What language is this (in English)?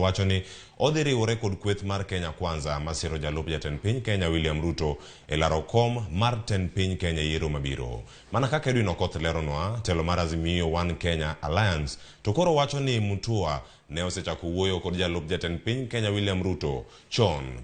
Luo (Kenya and Tanzania)